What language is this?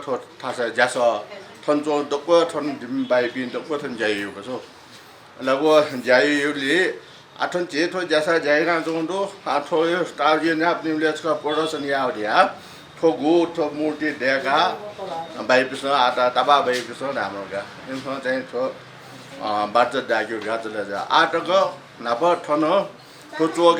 Newari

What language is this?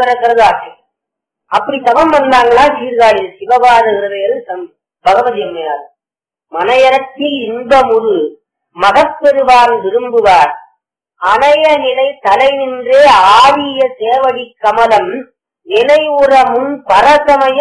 Tamil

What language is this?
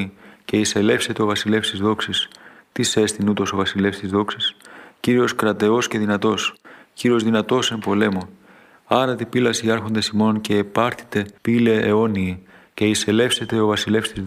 Greek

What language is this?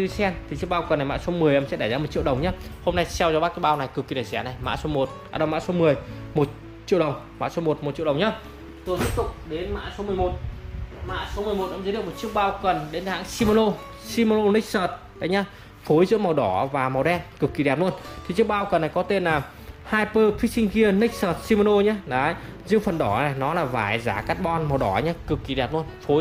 Vietnamese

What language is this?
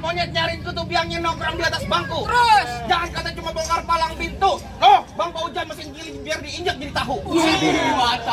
Betawi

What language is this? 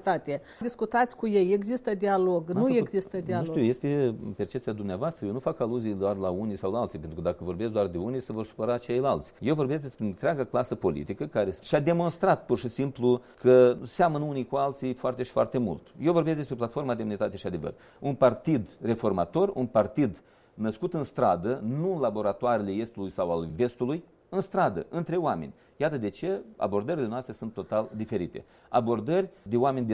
Romanian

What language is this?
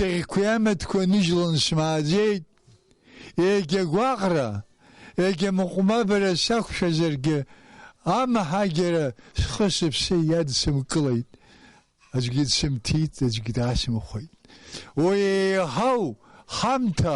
Abkhazian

